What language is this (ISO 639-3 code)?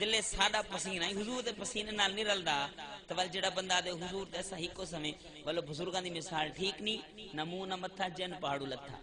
skr